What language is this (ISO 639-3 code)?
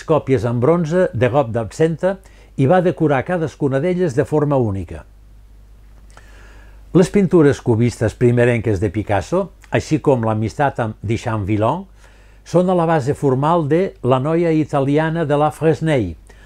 cat